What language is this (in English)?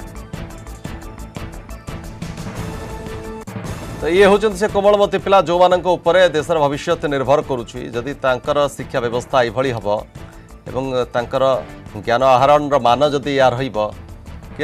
Odia